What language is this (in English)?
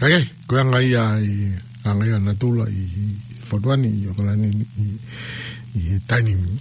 Tongan